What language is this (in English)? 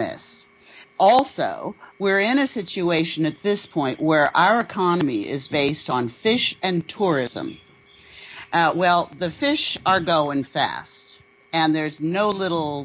Seselwa Creole French